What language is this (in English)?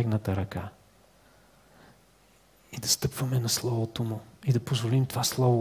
Bulgarian